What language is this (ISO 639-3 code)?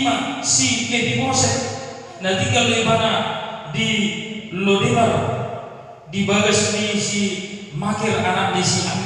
bbc